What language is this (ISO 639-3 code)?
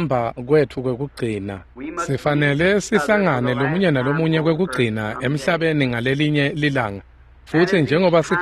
ssw